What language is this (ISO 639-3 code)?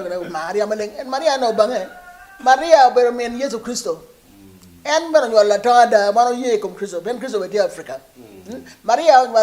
ach